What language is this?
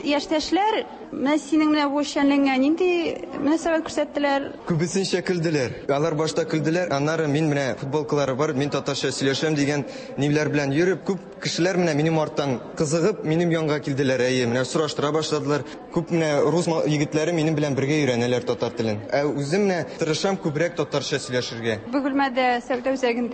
Tatar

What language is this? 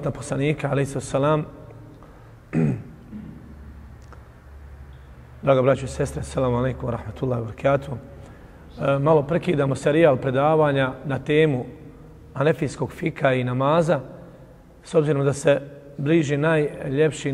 Bosnian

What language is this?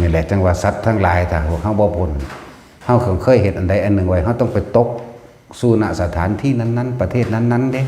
Northeastern Thai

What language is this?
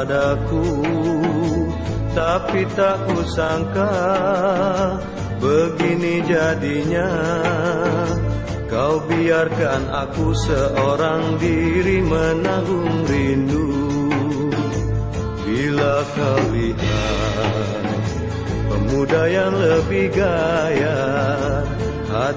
Malay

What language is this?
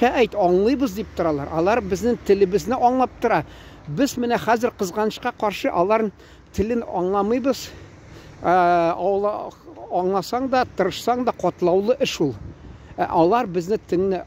Tatar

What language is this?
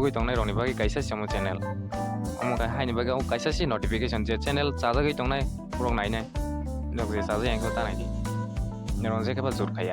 Kok Borok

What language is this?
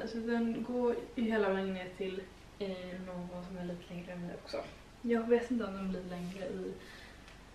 Swedish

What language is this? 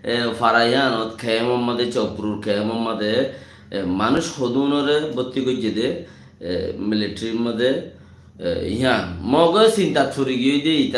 Rohingya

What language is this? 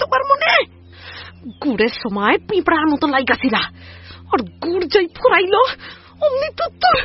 Bangla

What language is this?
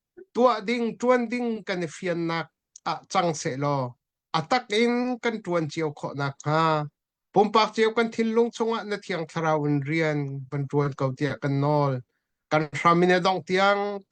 Hakha Chin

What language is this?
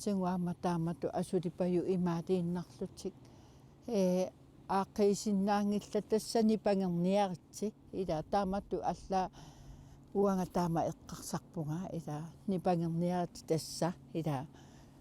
Kalaallisut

